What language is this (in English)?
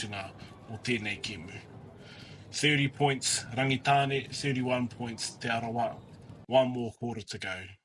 Māori